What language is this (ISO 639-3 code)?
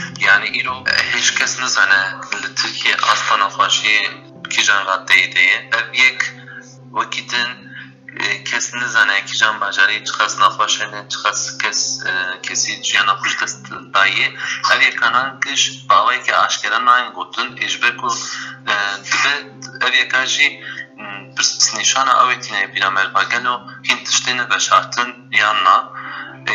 kur